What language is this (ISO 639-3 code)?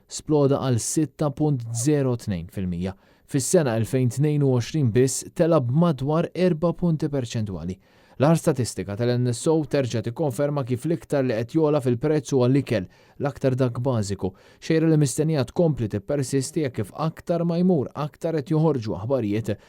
mlt